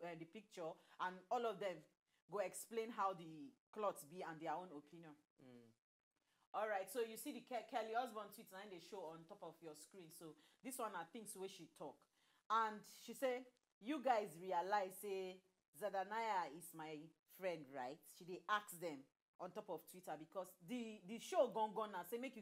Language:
Nigerian Pidgin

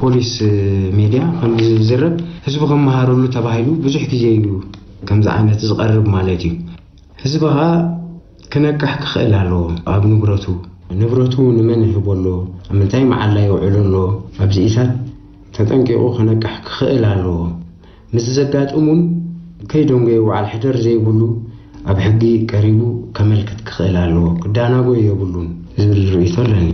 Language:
Tigrinya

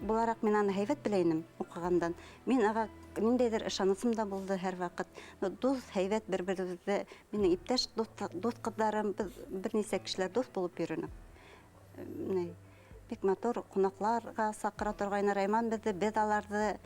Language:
Bashkir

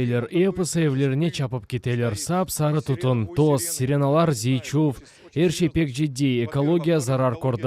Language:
Crimean Tatar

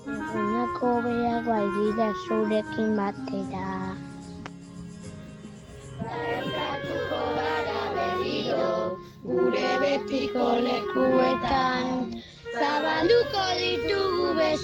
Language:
Basque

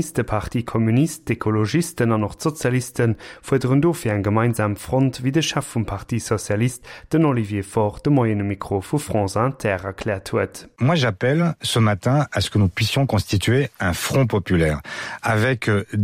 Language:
Luxembourgish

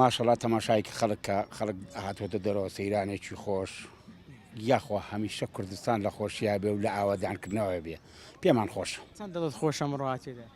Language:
Central Kurdish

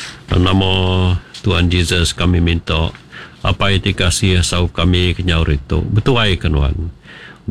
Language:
Iban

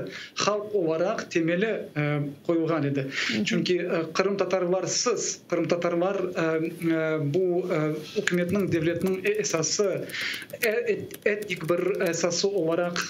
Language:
Crimean Tatar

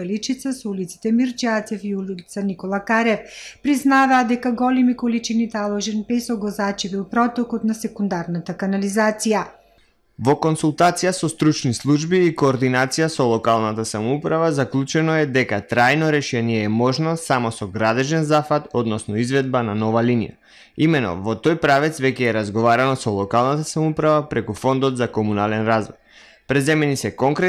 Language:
Macedonian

